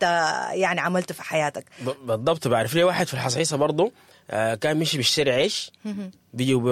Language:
Sudanese Arabic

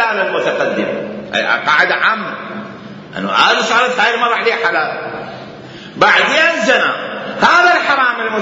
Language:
Mesopotamian Arabic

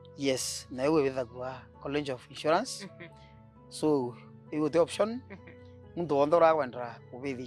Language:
Meru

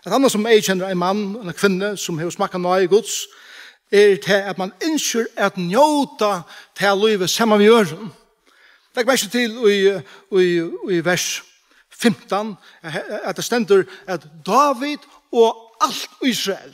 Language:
Faroese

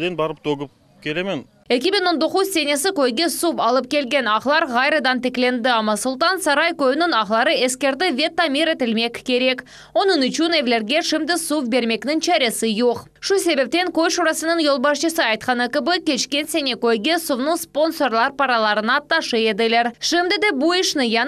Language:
Crimean Tatar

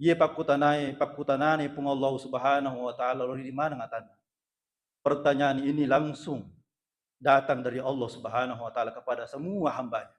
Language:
Buginese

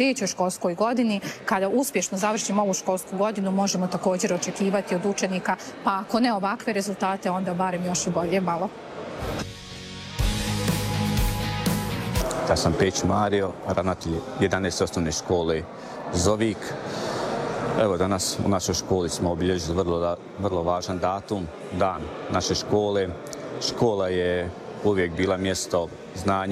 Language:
Croatian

